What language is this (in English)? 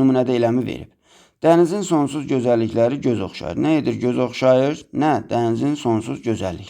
Azerbaijani